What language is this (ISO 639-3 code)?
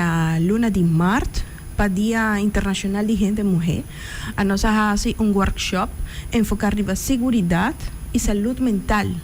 pap